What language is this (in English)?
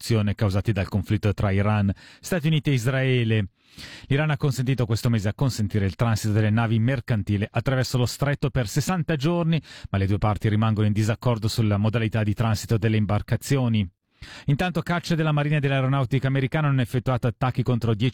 Italian